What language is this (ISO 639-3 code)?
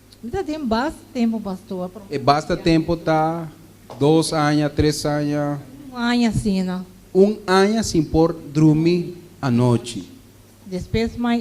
pap